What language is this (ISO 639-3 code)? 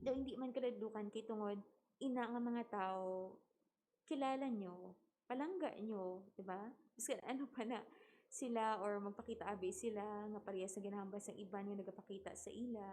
hil